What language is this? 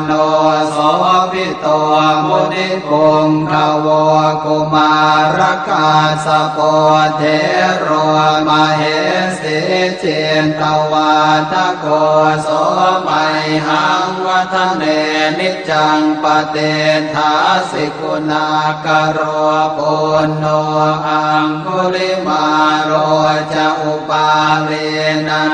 Pali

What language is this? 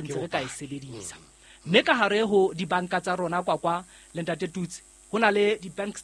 Southern Sotho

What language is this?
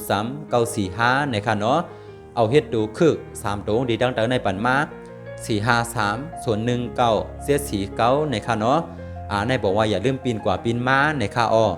Shan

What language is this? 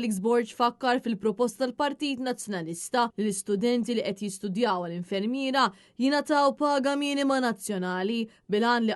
Maltese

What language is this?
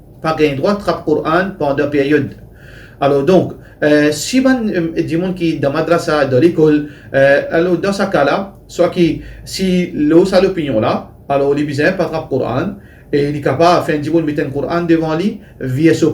Morisyen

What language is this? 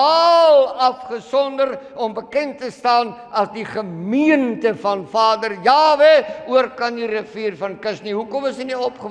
Afrikaans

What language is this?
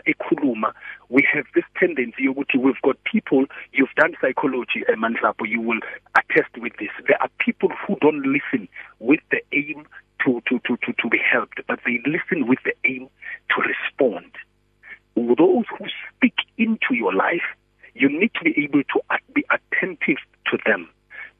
English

